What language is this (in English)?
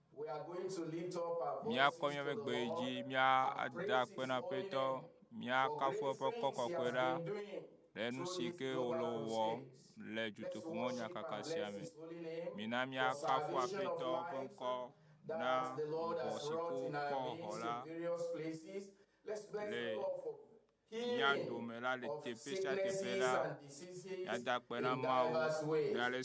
Ewe